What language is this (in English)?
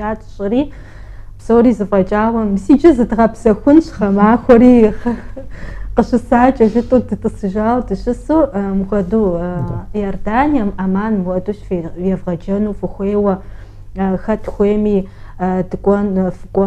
Kabardian